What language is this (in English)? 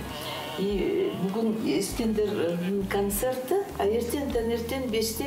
Kazakh